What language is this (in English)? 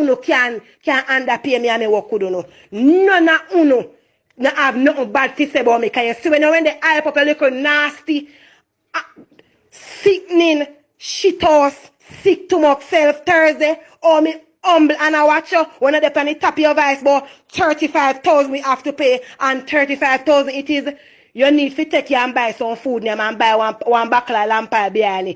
Jamaican Creole English